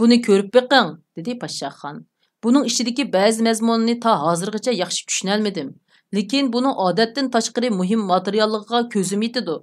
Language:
Uyghur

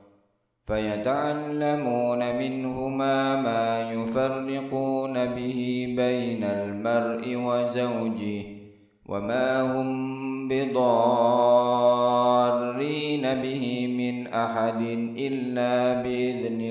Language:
Arabic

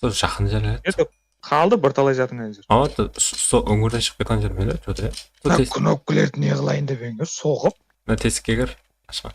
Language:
Kara-Kalpak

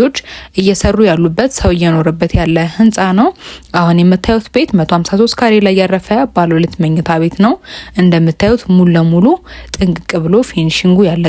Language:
Amharic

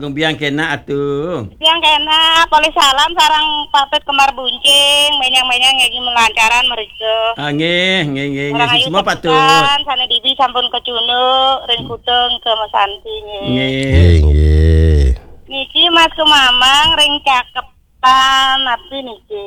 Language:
Balinese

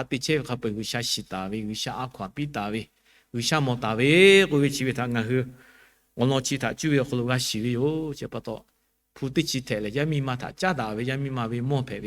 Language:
Lahu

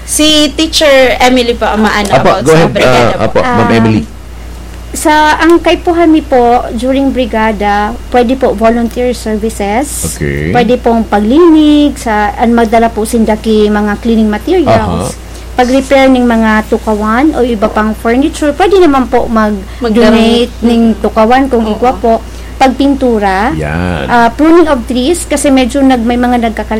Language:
Bikol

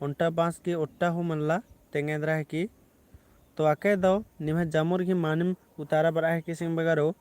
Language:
Kurukh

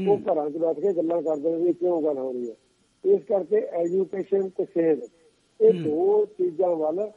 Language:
Punjabi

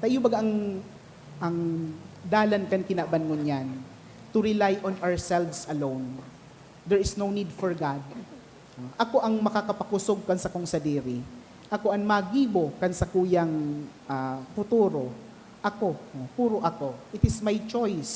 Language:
Bikol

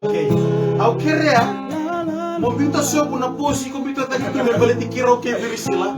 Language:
Fijian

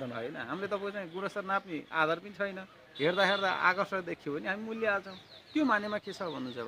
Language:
Nepali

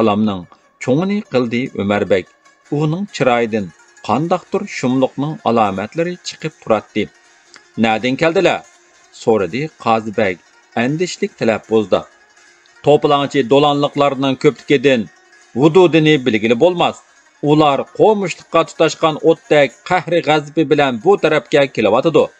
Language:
Uyghur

